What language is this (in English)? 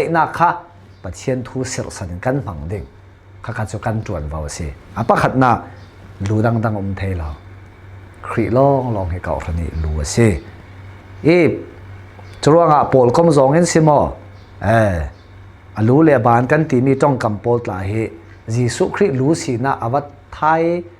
Falam Chin